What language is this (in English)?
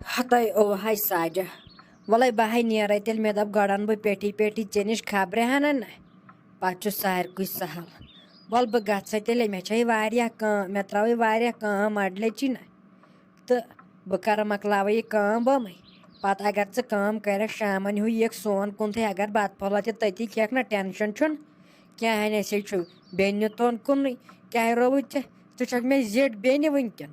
Kashmiri